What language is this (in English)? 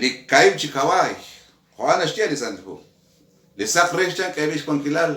Kekchí